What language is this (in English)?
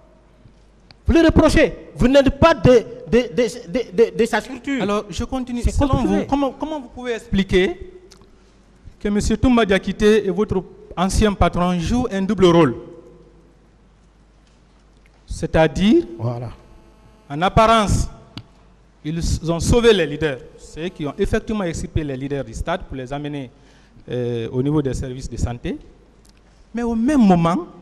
French